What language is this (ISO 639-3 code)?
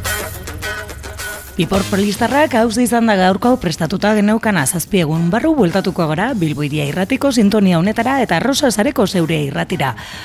eus